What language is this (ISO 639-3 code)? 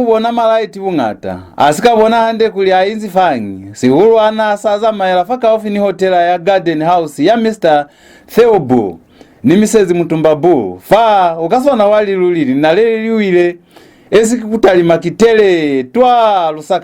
loz